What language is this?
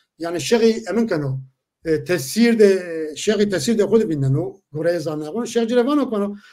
Zaza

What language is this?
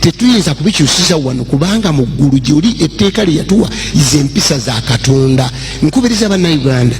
Ganda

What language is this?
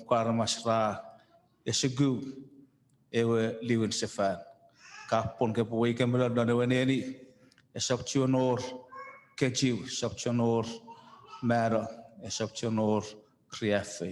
Chuukese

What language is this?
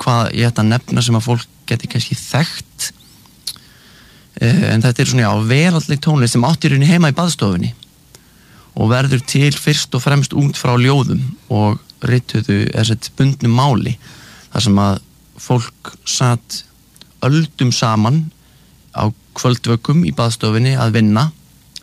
Icelandic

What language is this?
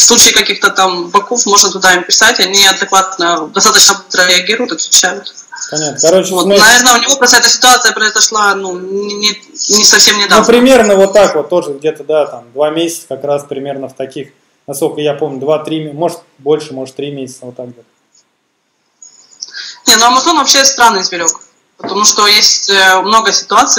Russian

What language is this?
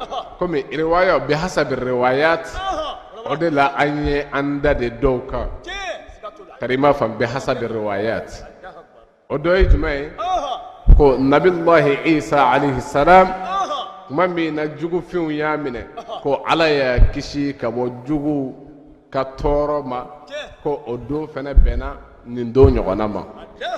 Bambara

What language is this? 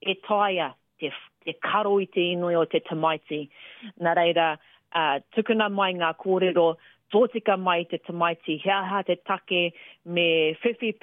Māori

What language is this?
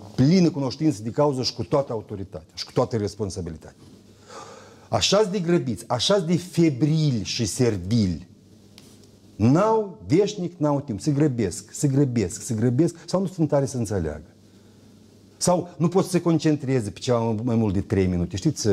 Romanian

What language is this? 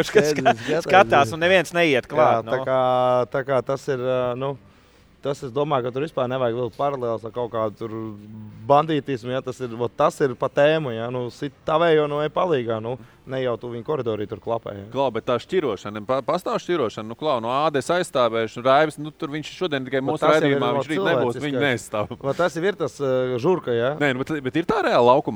Latvian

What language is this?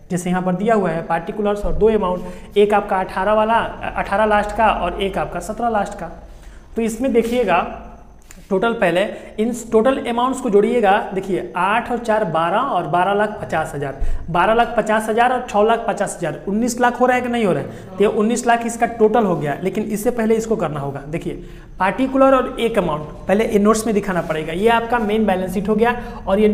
Hindi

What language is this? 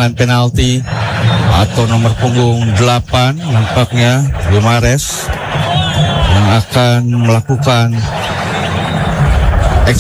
Indonesian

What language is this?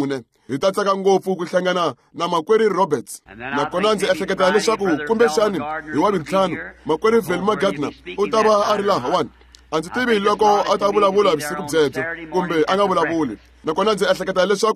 Tsonga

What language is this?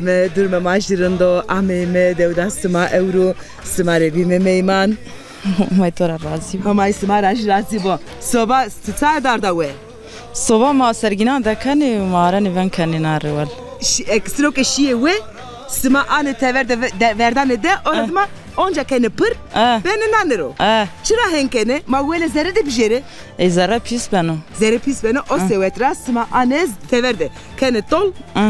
Zaza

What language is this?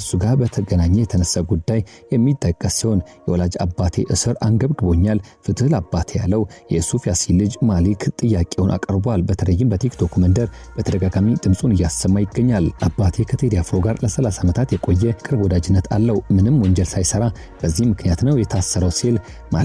Amharic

